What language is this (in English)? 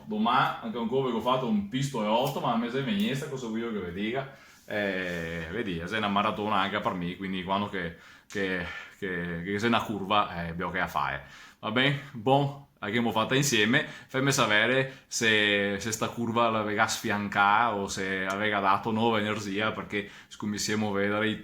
Venetian